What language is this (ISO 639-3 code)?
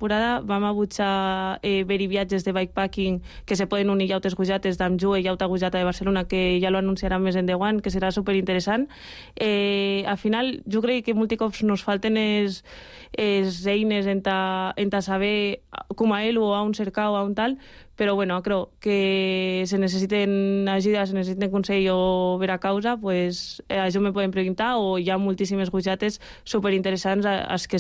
cat